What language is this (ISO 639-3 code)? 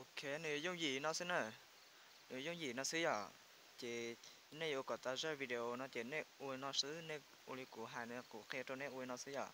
hmn